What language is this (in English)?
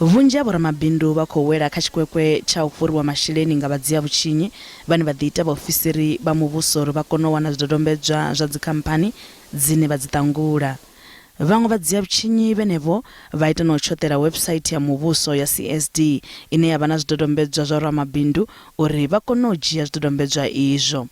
Venda